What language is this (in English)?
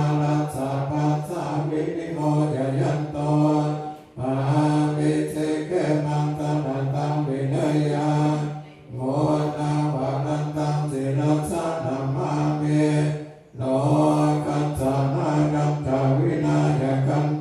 Pali